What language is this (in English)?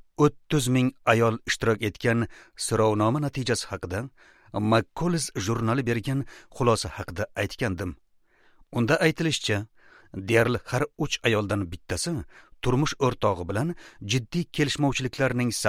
Uzbek